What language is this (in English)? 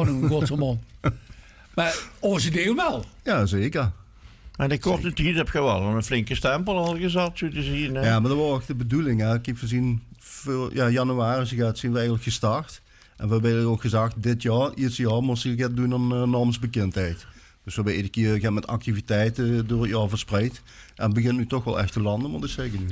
Limburgish